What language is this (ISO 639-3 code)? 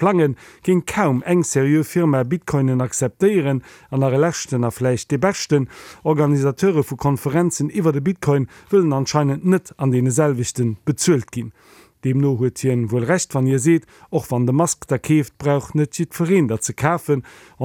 ltz